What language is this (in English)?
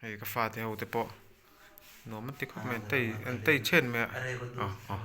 Mizo